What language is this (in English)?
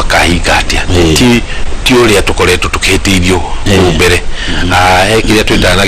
Kikuyu